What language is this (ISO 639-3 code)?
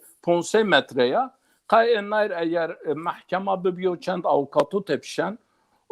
zza